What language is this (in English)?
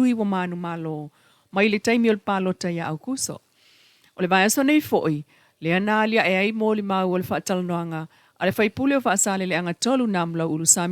Samoan